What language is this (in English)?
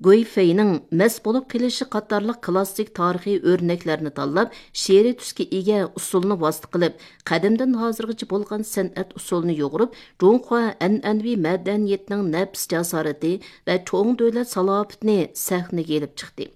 Uyghur